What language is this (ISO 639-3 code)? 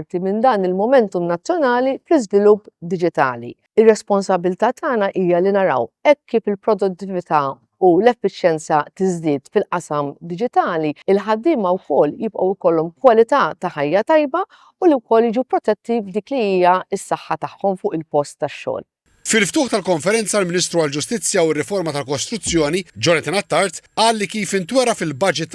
mlt